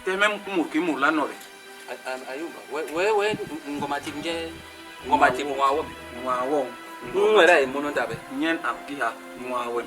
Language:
Basaa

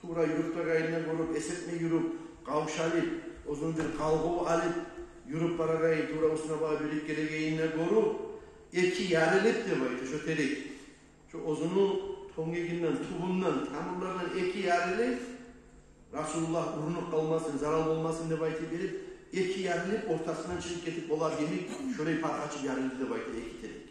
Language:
Kumyk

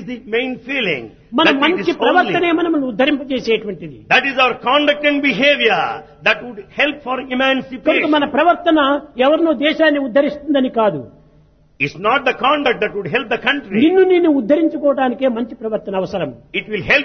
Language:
Telugu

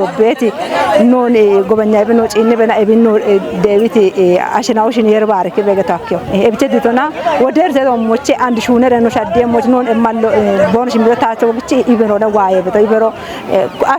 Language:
Kafa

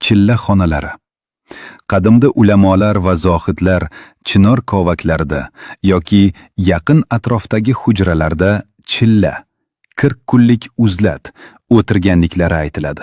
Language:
Uzbek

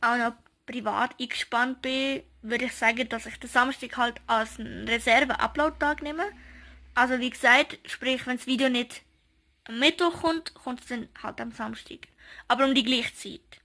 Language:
Swiss German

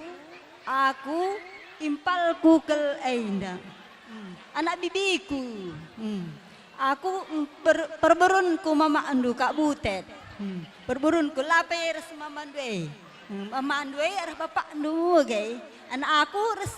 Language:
Batak Karo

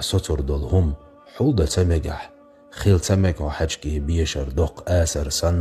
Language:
Chechen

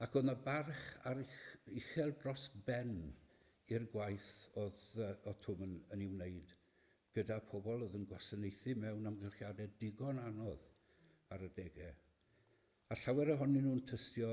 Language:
Welsh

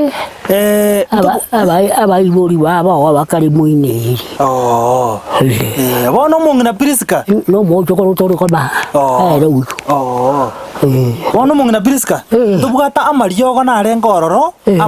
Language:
Gusii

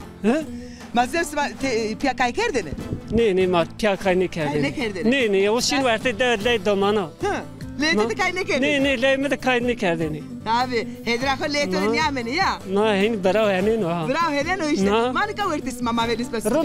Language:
Zaza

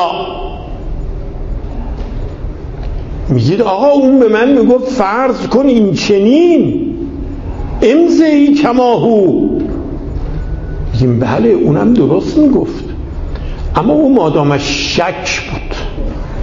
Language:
Persian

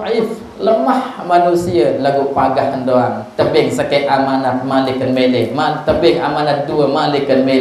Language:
Sasak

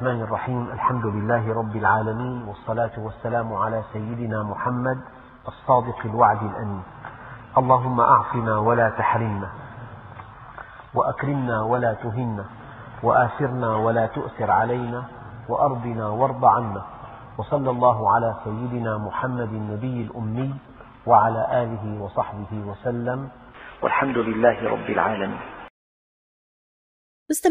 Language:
Arabic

